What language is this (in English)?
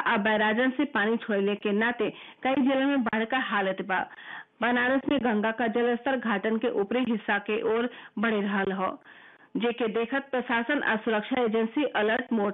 Bhojpuri